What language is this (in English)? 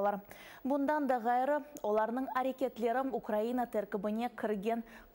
Crimean Tatar